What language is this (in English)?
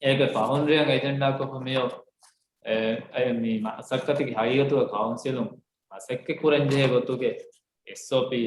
Divehi